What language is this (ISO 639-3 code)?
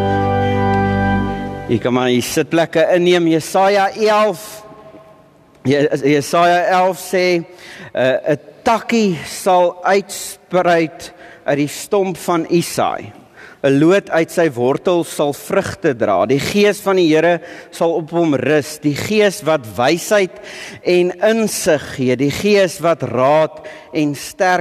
afr